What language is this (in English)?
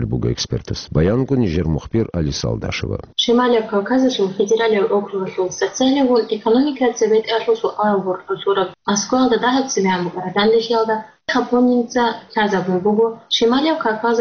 Avaric